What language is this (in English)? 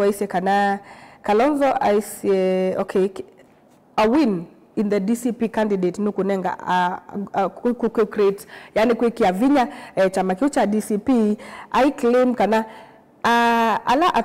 Kamba